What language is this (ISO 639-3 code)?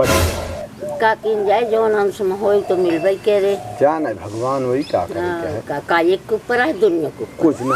awa